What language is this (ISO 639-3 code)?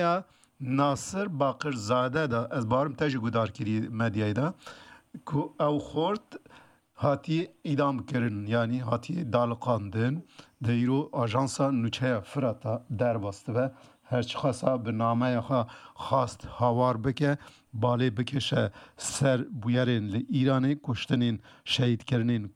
kur